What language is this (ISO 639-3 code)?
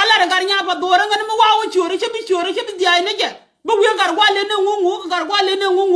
nus